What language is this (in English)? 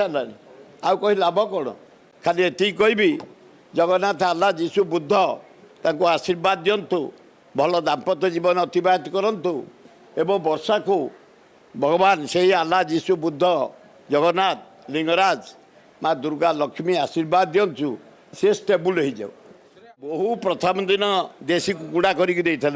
Odia